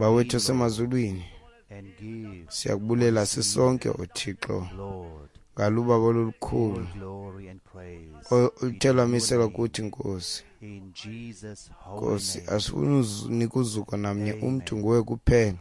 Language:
Xhosa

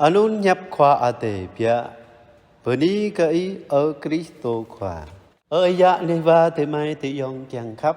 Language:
Jarai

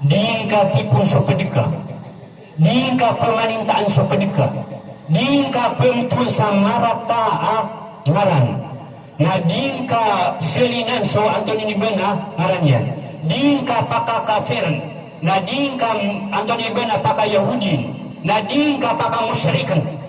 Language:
Maranao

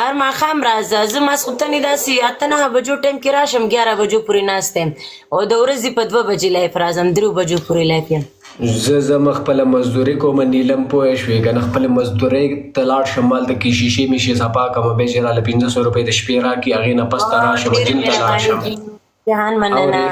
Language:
Pashto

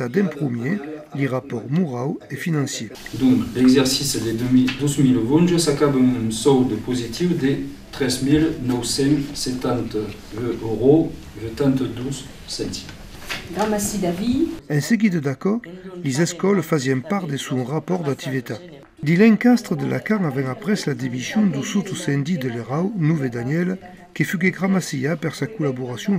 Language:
Occitan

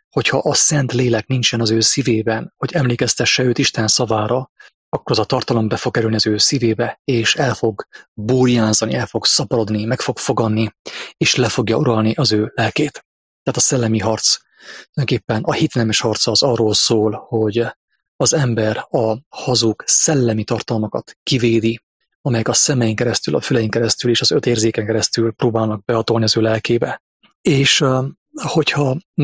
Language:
Hungarian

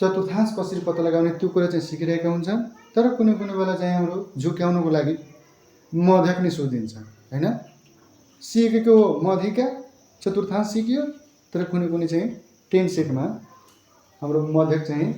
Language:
Nepali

